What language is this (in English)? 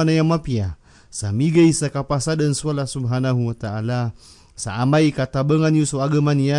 Maranao